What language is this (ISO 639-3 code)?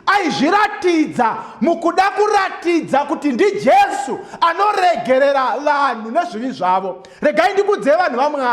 sna